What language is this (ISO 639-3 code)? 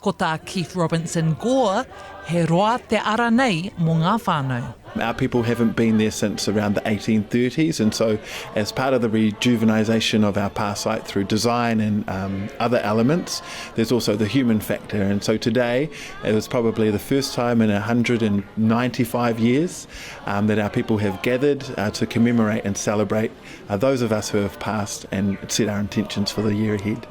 mri